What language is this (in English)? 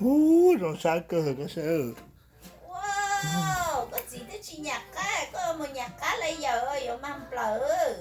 Hmong